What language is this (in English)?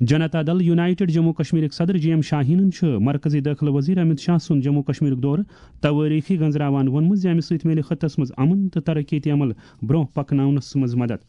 Kashmiri